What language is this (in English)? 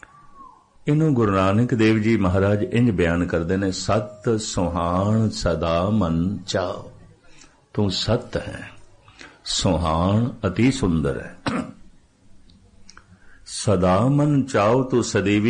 Punjabi